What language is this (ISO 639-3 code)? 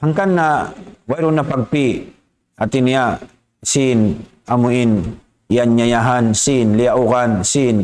tsg